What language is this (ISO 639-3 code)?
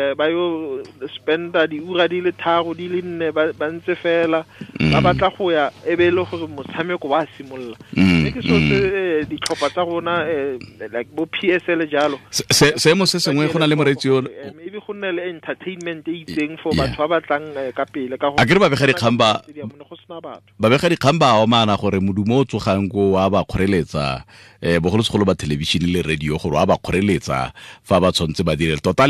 tsn